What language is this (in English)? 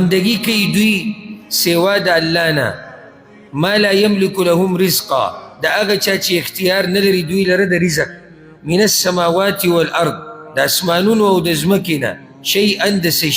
Pashto